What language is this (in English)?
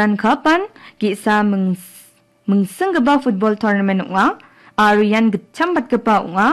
Garo